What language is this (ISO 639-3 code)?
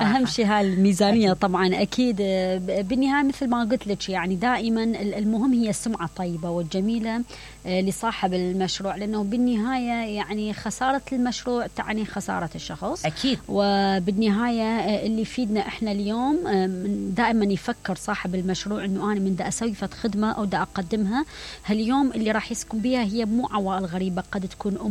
acm